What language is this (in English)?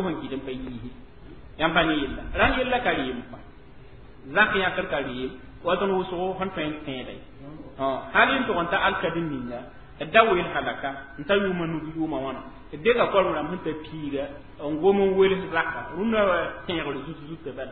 Mossi